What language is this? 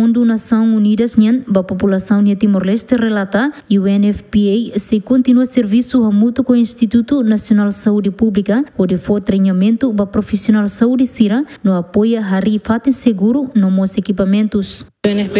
Tetum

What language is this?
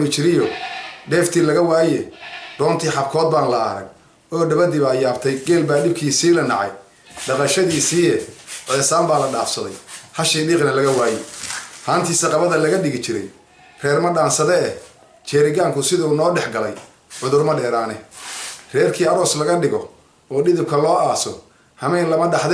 Somali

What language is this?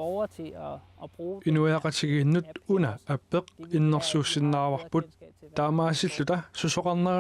Kalaallisut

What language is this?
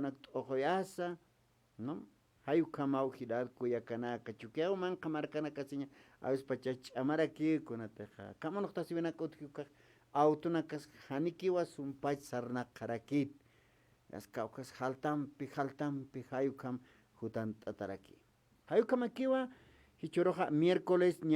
Aymara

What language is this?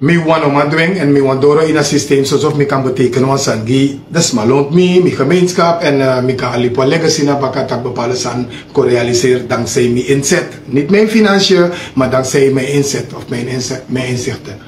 Sranan Tongo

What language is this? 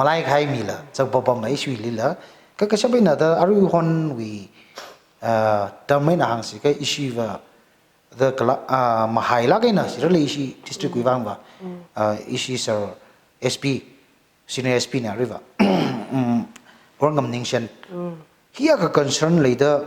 Tangkhul Naga (India)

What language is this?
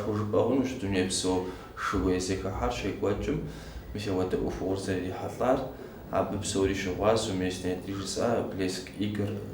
Kabardian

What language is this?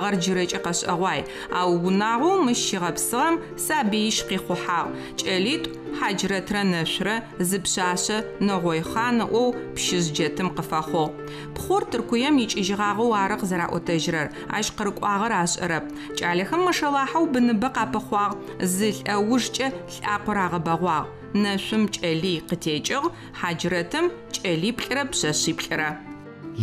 Adyghe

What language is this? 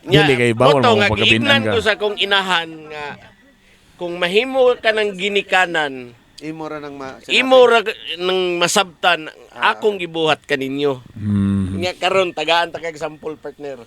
Cebuano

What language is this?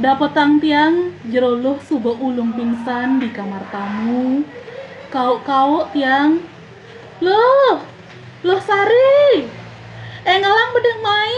Balinese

